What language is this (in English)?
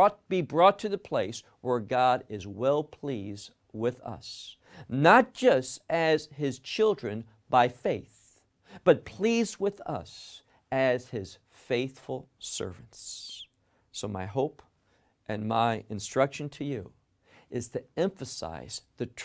English